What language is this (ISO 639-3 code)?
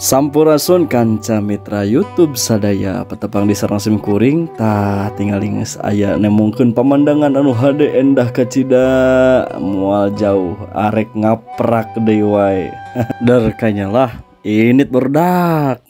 sun